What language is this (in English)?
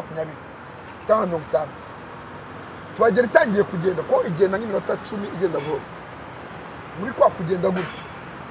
Kinyarwanda